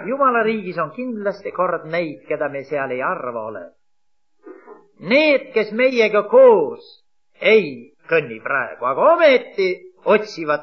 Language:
Estonian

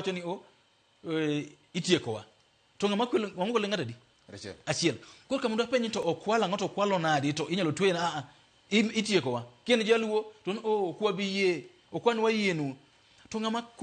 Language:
Luo (Kenya and Tanzania)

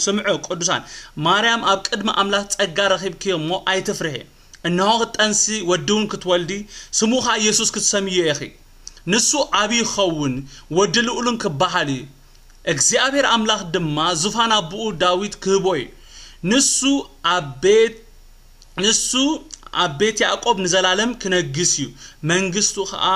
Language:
Tigrinya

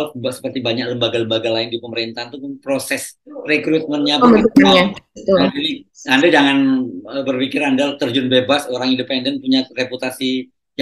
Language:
Indonesian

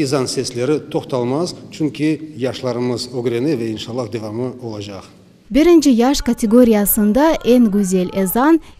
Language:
Crimean Tatar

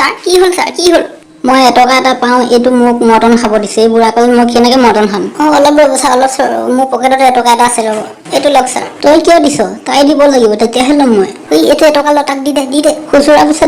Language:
Assamese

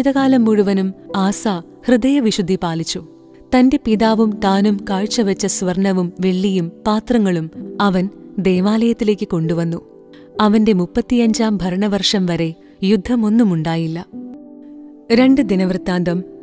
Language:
Malayalam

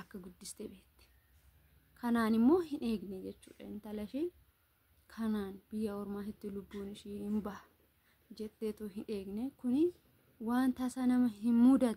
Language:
Oromo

